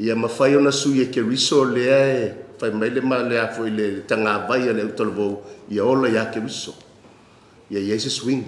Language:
Samoan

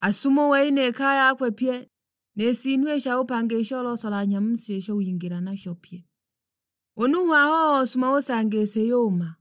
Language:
Sukuma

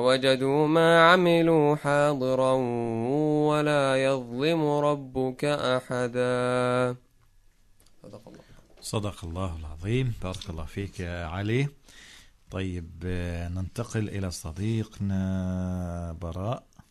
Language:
Arabic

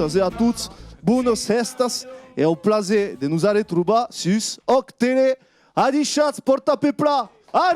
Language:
Occitan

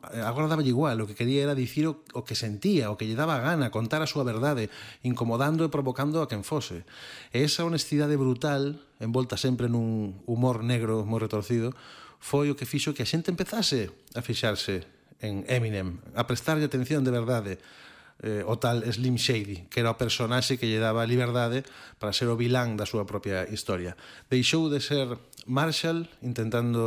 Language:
Galician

